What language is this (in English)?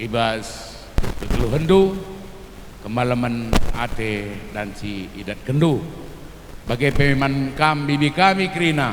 Batak Karo